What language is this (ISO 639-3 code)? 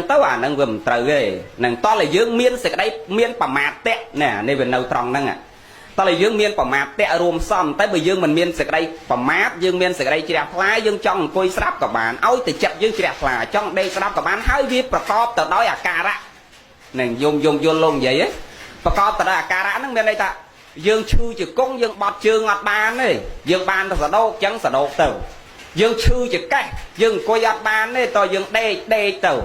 khm